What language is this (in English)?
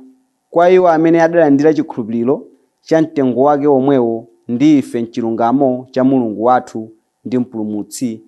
Nyanja